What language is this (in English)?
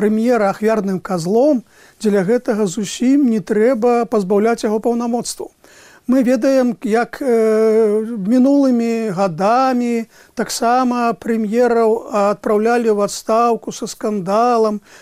Belarusian